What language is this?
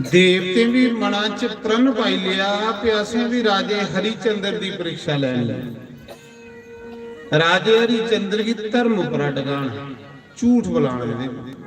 Dogri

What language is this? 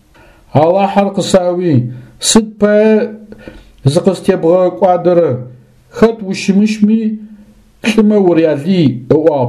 Adyghe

